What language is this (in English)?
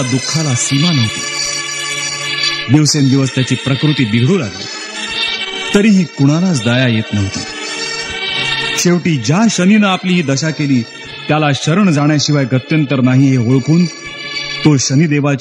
Marathi